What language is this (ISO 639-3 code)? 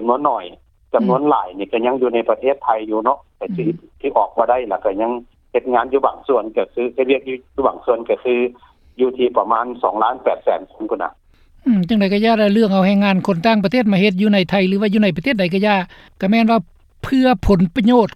lao